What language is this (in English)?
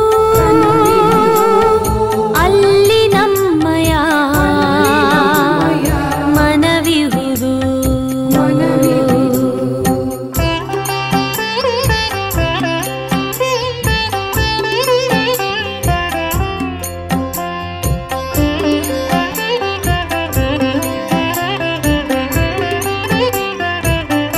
Kannada